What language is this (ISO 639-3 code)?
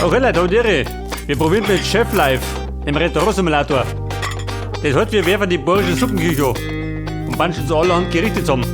bar